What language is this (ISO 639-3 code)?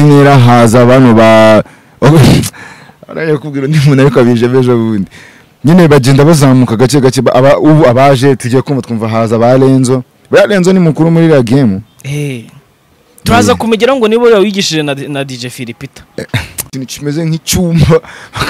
kin